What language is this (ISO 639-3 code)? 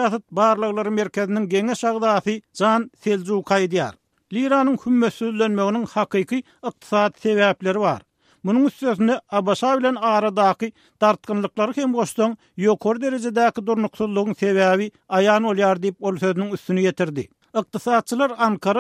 tuk